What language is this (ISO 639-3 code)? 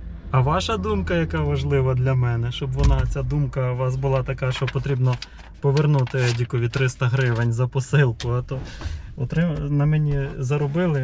ukr